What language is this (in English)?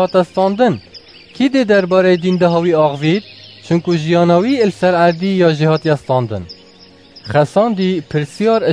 Kurdish